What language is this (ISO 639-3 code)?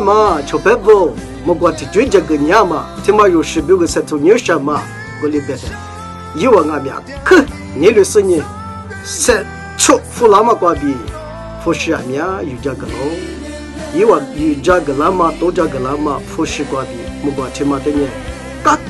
lis